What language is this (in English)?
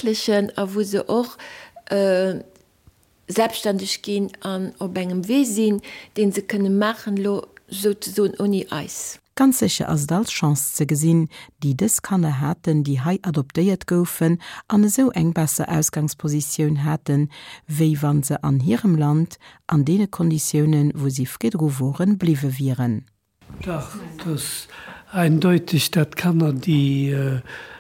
Luxembourgish